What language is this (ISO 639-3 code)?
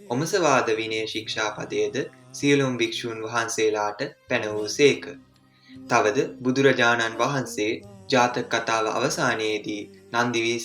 sin